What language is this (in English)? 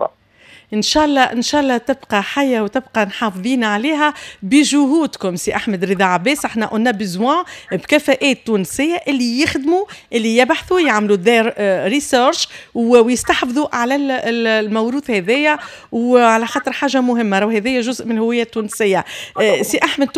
Tunisian Arabic